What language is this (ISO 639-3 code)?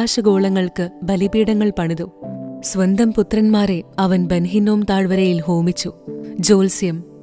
mal